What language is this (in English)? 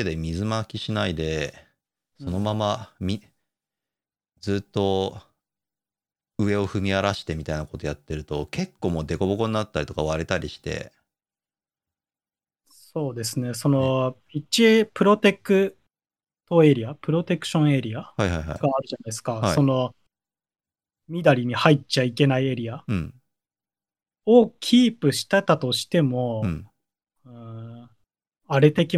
Japanese